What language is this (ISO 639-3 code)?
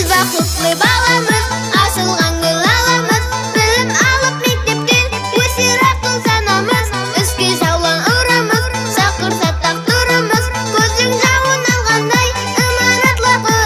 kaa